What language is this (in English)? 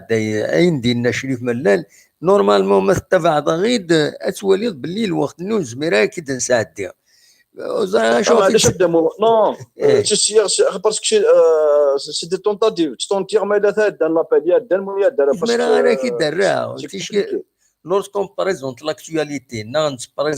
Kabyle